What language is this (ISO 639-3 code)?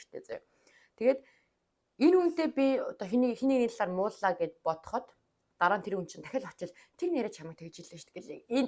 mon